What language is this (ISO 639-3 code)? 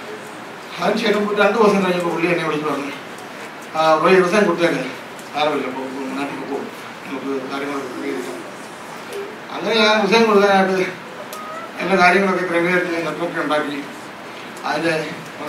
mal